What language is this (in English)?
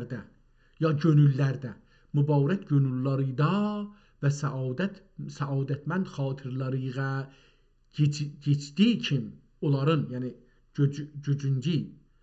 South Azerbaijani